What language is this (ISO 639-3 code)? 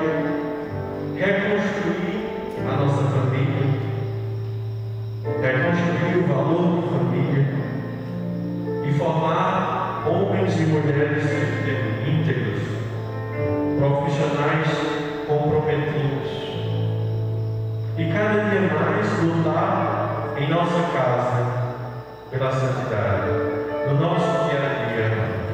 por